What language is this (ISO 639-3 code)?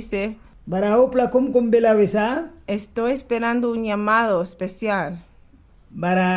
miq